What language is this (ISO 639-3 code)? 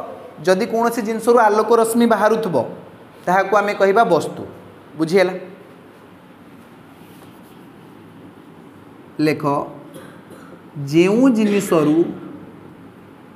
ori